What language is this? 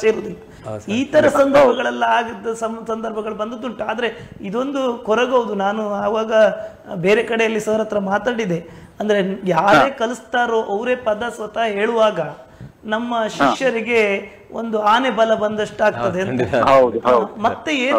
Kannada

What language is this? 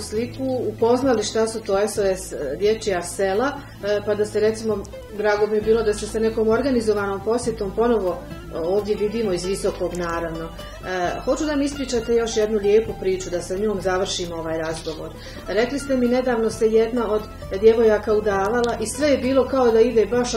Bosnian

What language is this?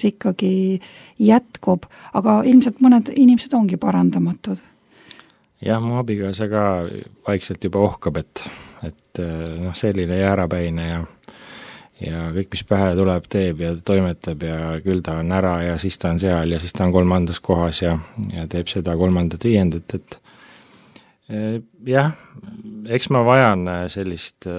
Estonian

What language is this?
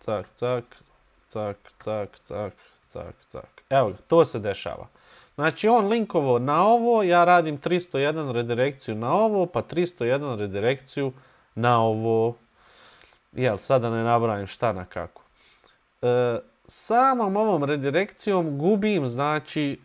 Bosnian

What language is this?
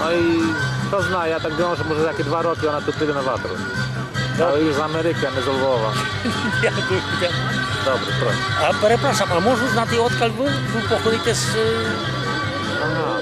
Rusyn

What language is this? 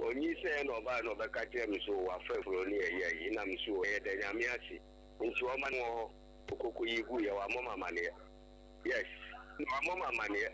Akan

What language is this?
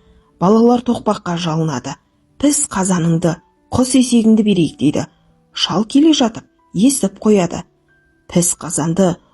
Kazakh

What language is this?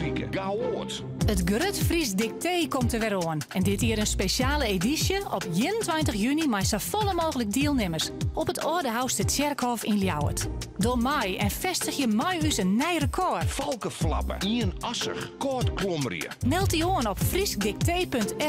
Western Frisian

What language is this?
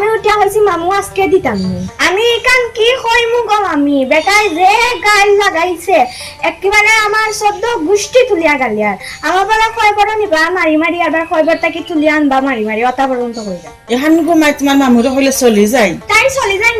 Sylheti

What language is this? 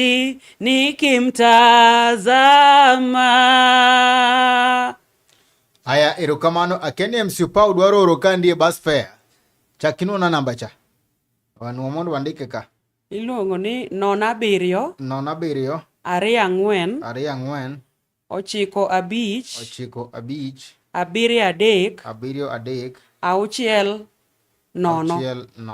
Luo (Kenya and Tanzania)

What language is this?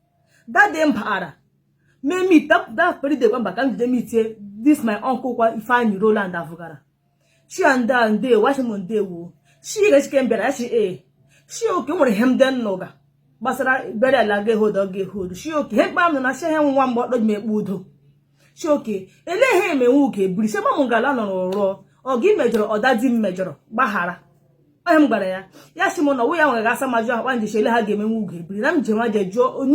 Igbo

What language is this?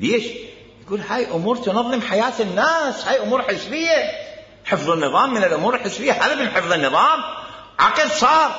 Mesopotamian Arabic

